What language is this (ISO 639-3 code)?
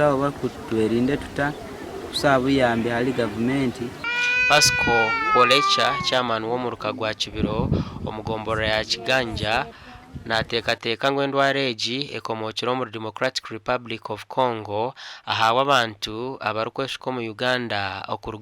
nyn